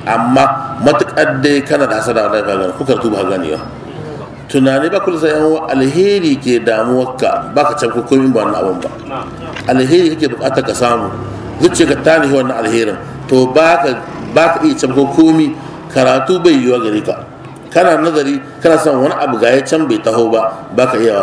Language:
Hausa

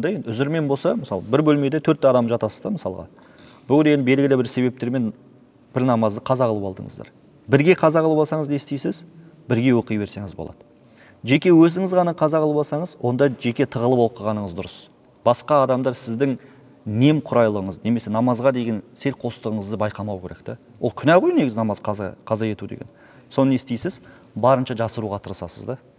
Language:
Kazakh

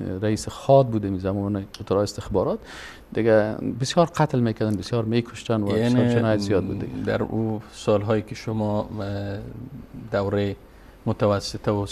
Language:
Persian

